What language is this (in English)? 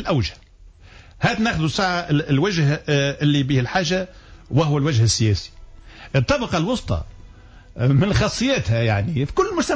Tunisian Arabic